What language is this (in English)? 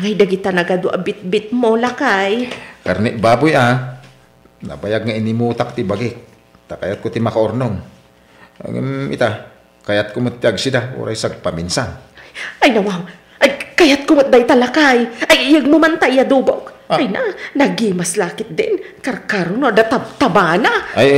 Iloko